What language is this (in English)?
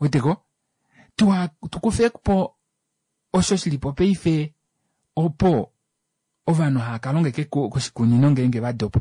Kuanyama